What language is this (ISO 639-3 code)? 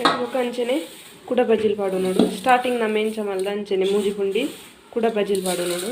tcy